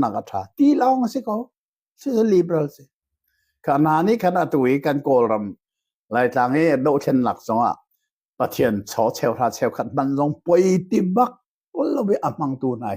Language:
Hakha Chin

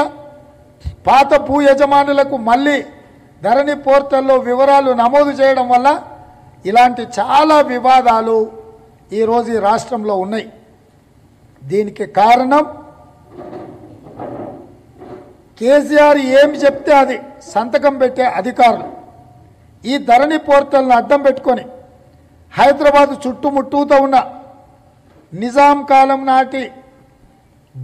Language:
Telugu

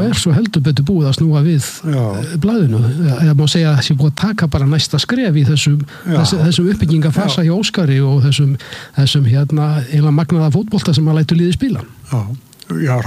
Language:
Icelandic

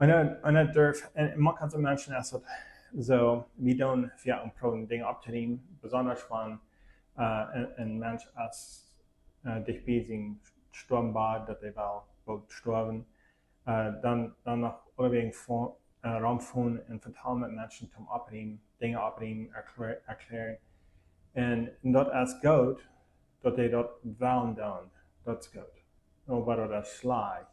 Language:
Plautdietsch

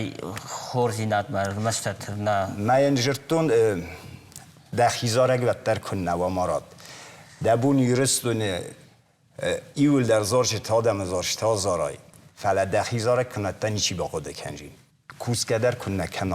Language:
Ossetic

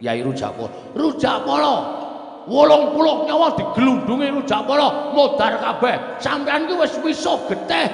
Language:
Javanese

